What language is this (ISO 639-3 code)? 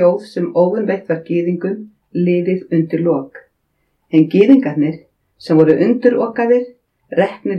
isl